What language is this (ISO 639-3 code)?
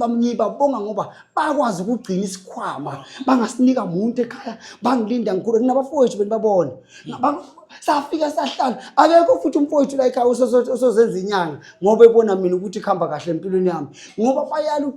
zul